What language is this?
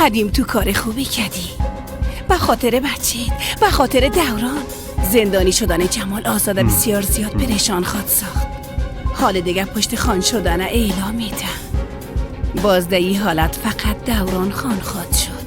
Persian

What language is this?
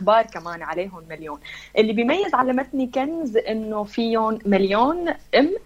North Levantine Arabic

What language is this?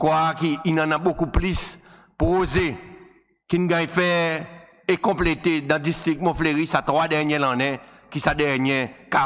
Seselwa Creole French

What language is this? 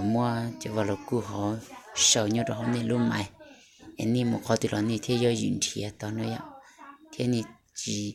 Hmong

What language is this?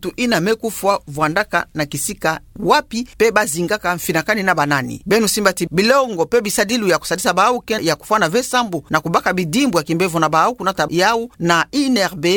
Kituba (Democratic Republic of Congo)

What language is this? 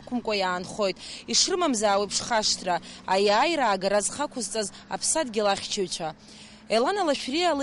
Abkhazian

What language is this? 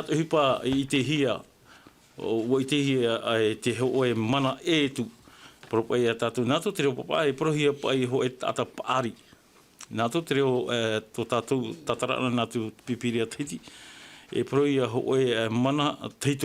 Tahitian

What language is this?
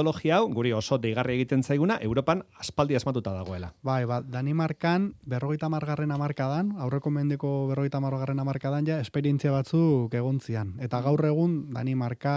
Basque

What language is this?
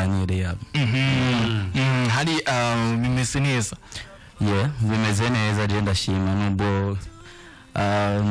Rundi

